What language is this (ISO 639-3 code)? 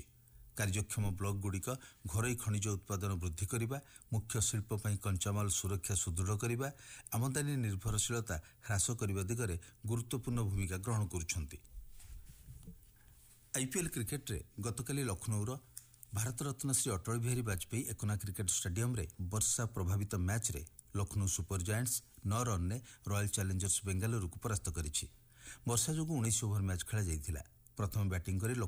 ori